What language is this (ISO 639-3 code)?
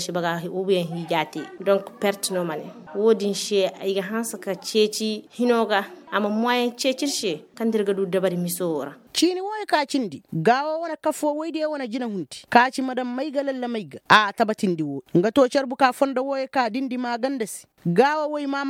ses